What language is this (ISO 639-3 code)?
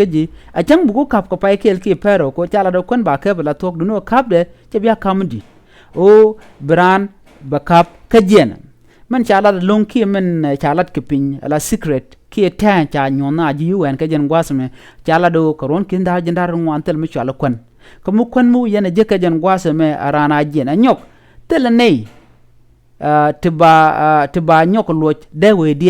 nus